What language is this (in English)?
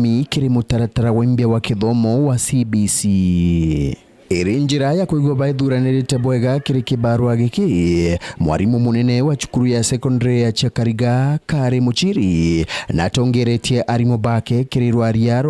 Meru